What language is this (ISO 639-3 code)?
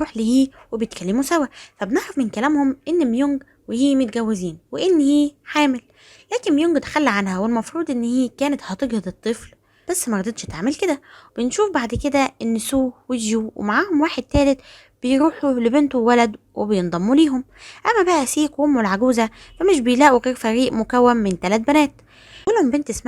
arz